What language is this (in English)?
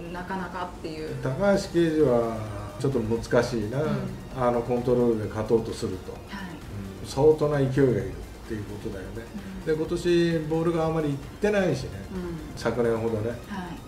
Japanese